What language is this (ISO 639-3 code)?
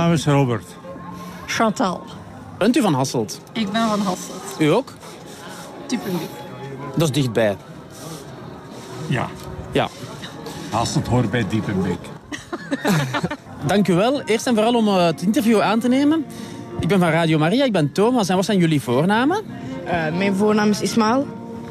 nld